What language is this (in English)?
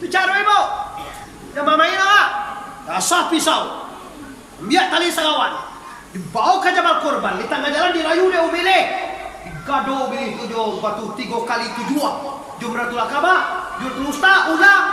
Minangkabau